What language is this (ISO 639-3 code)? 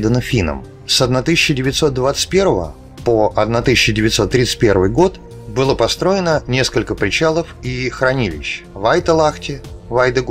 rus